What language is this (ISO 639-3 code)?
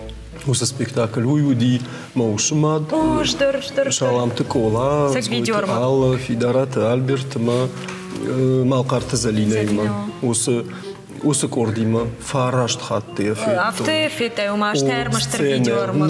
oss